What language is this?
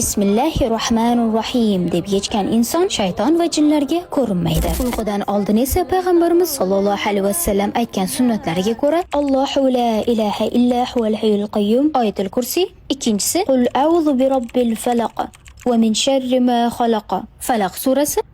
Uzbek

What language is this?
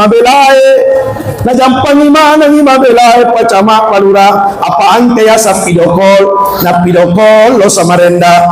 Buginese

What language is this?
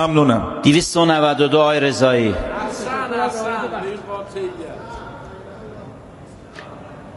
Persian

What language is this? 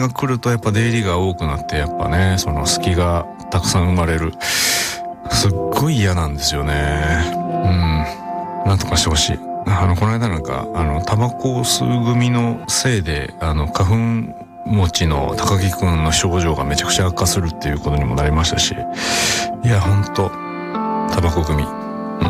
Japanese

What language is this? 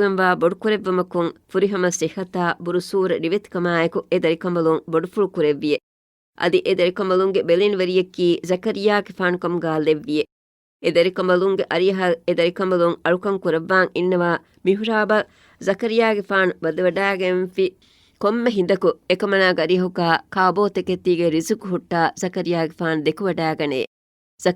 Divehi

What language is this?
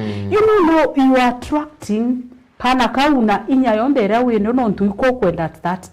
Meru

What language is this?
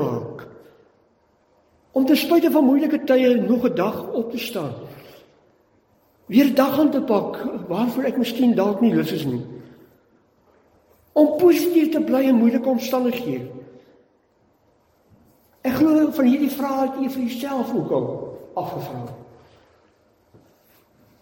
Afrikaans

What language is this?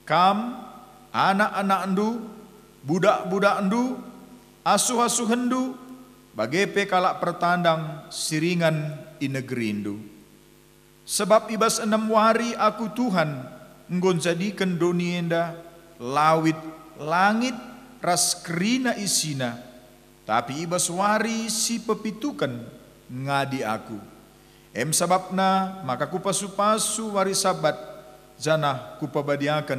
Batak Karo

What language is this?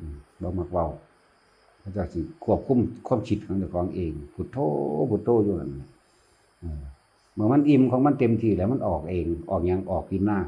Northeastern Thai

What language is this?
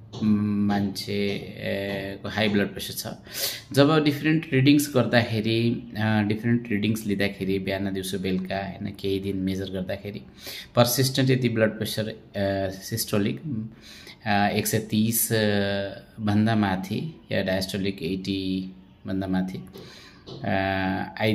Nepali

